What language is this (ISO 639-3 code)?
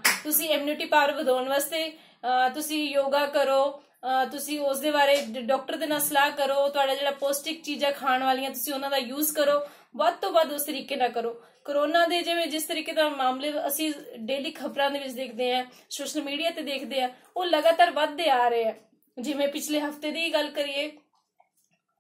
pan